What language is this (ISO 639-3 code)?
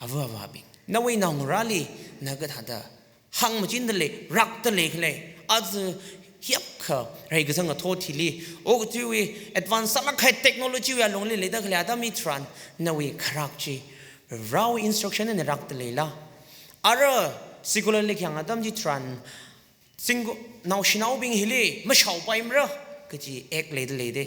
nmf